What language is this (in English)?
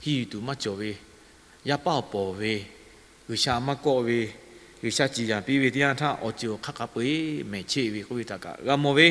Lahu